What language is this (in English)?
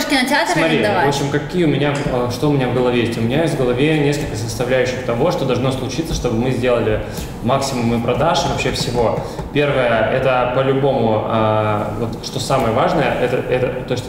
Russian